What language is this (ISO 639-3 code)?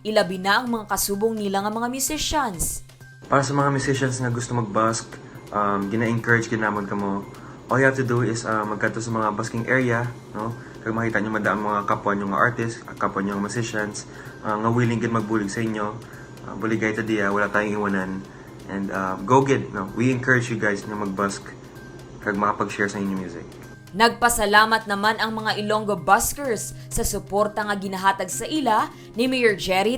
hil